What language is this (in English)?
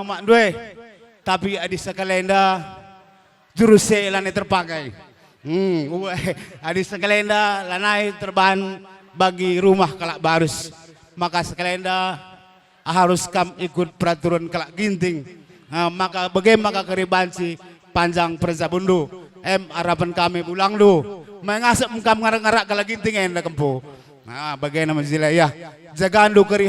Batak Karo